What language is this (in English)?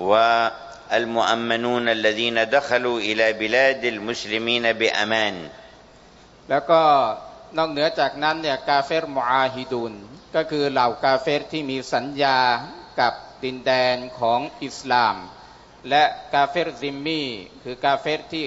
Thai